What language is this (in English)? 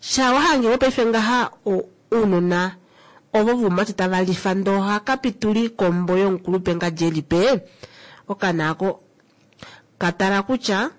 Kuanyama